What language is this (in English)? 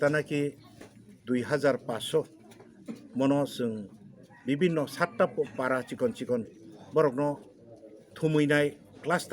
Kok Borok